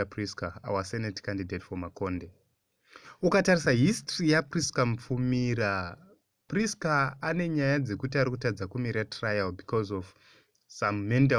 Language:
Shona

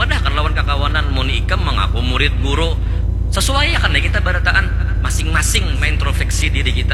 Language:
Banjar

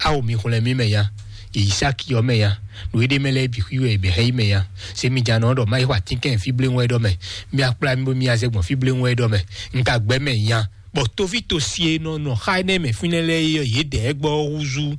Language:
Fon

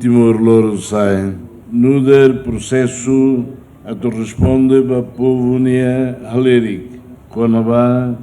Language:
Tetum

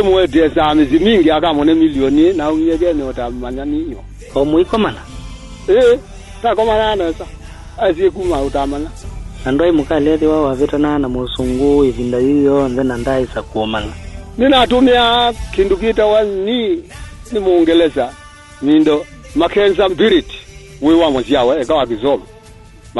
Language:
Kamba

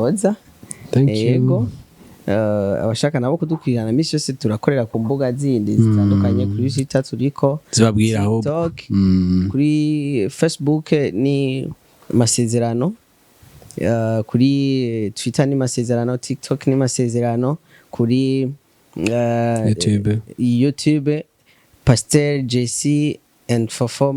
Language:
Rundi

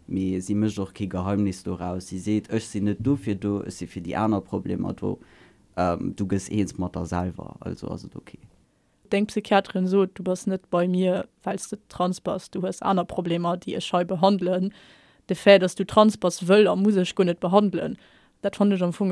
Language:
Luxembourgish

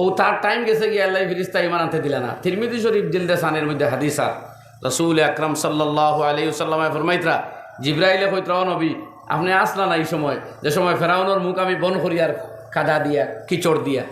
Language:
Sylheti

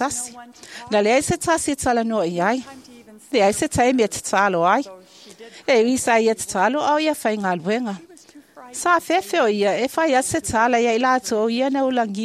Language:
Samoan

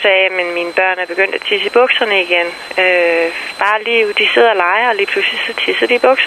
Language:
Danish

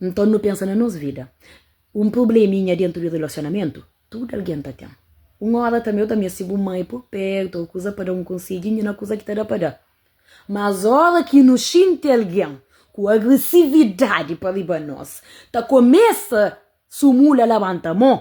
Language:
Kabuverdianu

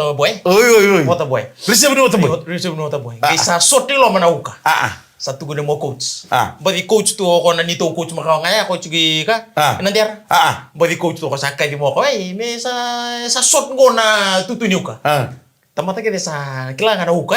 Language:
Fijian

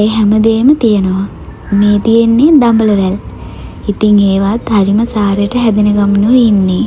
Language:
Sinhala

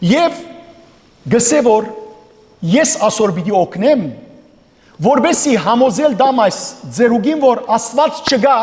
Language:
Western Armenian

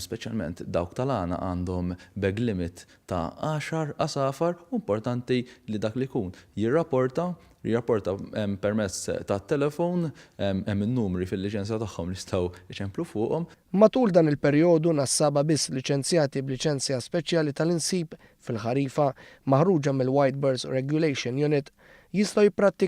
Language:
Maltese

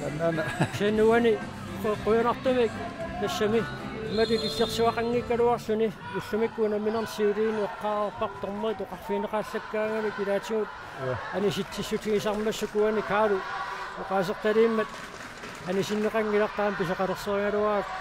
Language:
Kalaallisut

